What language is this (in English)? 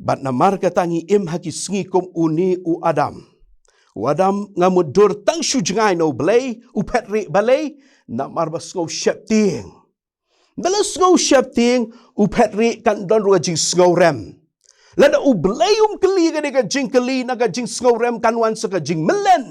Khasi